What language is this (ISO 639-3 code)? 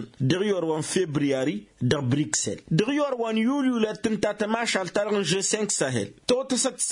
taq